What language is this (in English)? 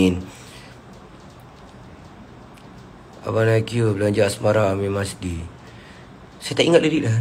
Malay